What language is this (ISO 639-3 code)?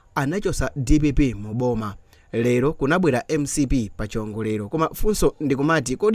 nya